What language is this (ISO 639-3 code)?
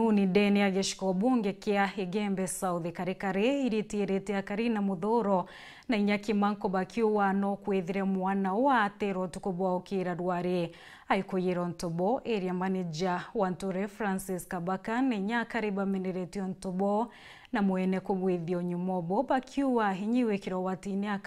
mer